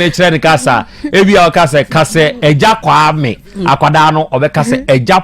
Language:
Akan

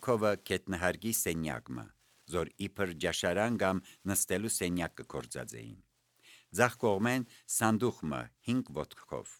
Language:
Armenian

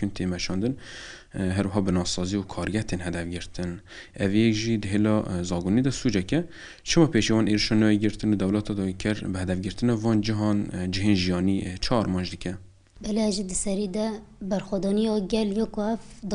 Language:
Kurdish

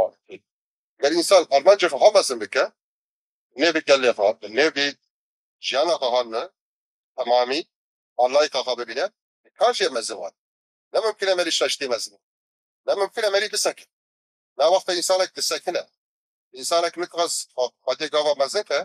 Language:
Kurdish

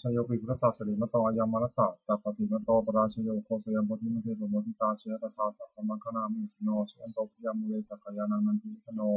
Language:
Pali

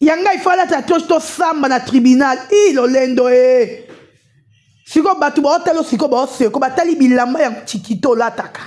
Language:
Lingala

